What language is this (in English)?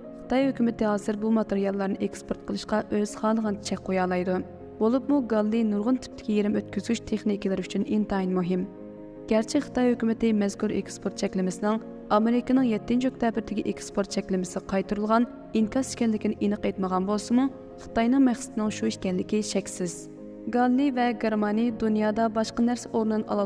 Uyghur